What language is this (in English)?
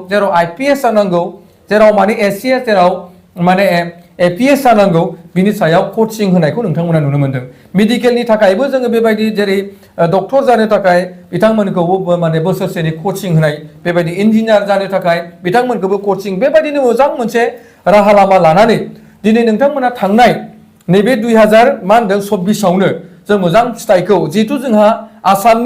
Bodo